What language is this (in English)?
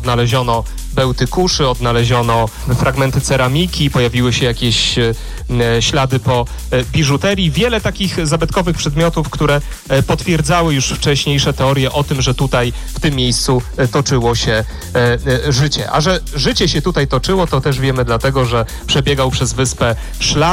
Polish